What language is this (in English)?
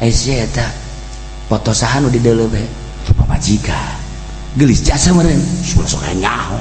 Sundanese